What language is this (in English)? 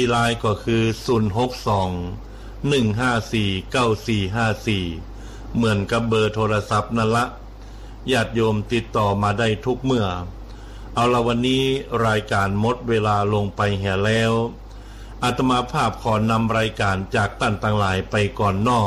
Thai